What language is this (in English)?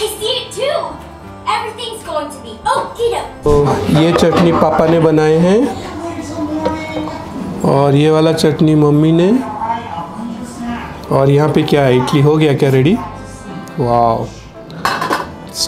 Hindi